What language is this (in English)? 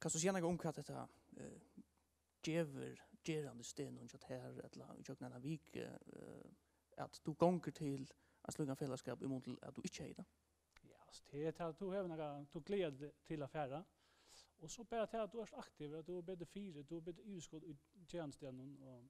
Faroese